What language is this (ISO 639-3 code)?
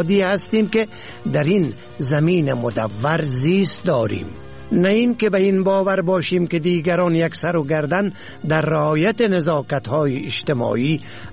fas